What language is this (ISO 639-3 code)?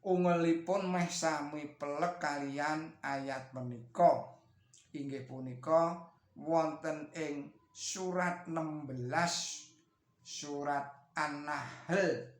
jav